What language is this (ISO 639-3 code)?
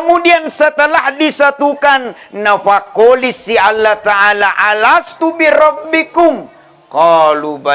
bug